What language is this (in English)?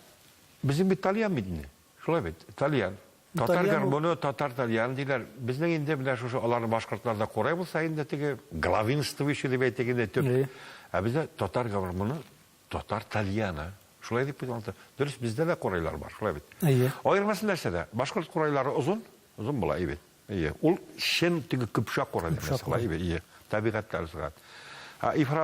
Tatar